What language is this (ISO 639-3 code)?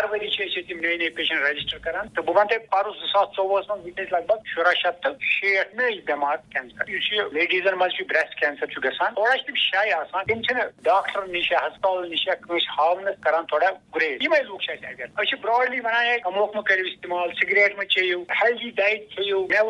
kas